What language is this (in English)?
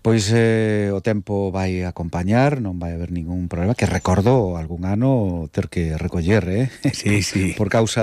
Galician